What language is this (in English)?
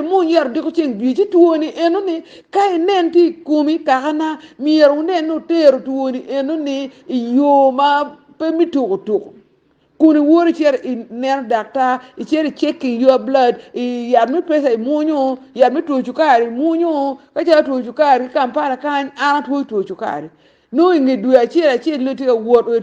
Acoli